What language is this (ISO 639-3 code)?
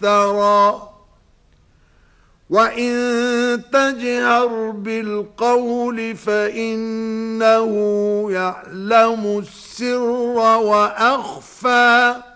ara